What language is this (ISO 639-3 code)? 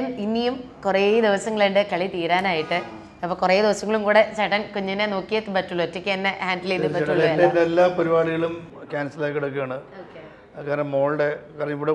mal